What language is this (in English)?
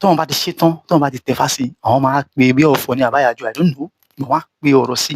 Yoruba